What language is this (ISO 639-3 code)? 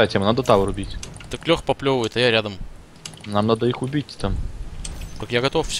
rus